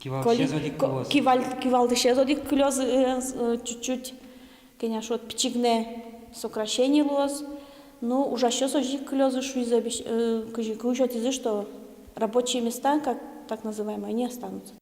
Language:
Udmurt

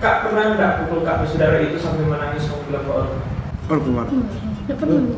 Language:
Manado Malay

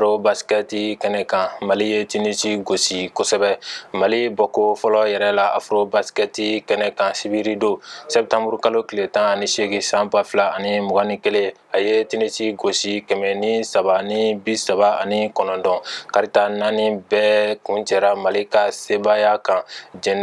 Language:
Bambara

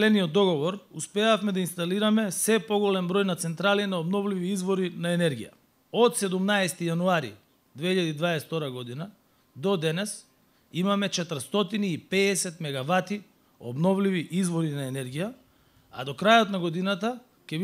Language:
Macedonian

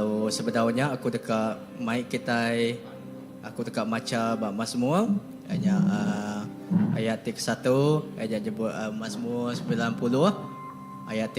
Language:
Iban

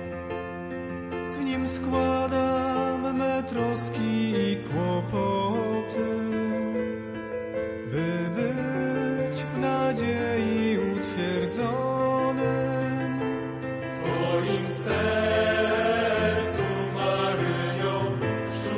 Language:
Polish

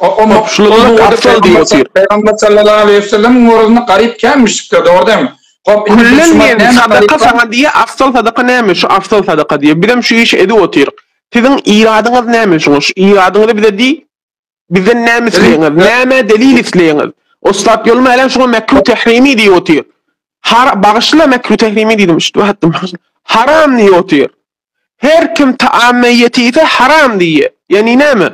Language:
Turkmen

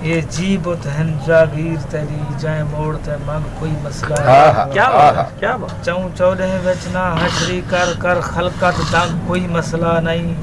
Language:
Saraiki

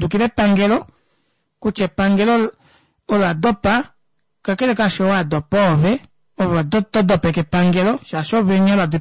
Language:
Kuanyama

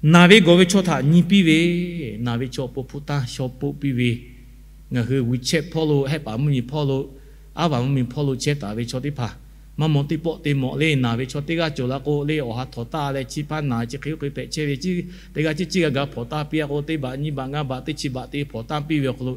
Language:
Lahu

